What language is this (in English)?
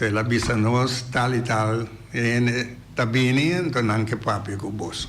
Papiamento